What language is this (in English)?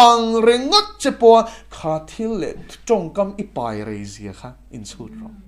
Mizo